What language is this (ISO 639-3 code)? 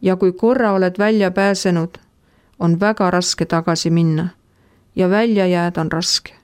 est